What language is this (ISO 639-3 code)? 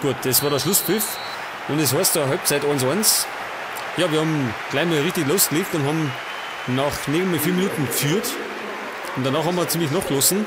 bar